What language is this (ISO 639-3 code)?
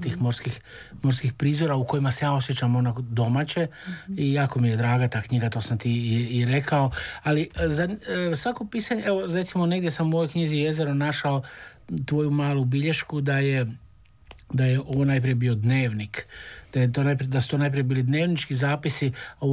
hrv